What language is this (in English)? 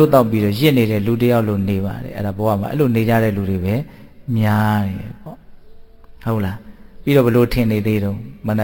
Burmese